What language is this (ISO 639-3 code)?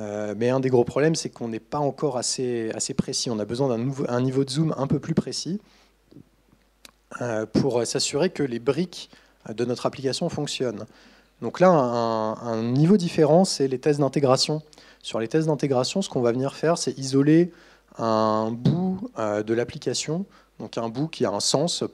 fra